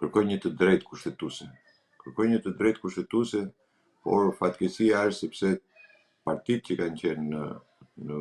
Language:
Albanian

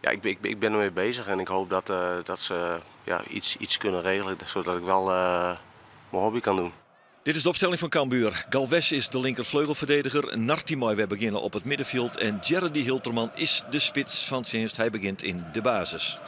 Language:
Western Frisian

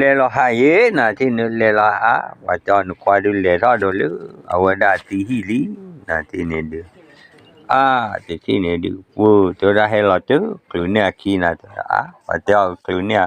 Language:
S'gaw Karen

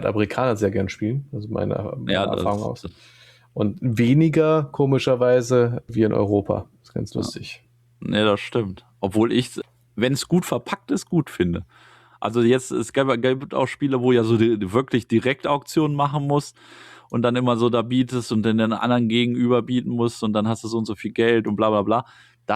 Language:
German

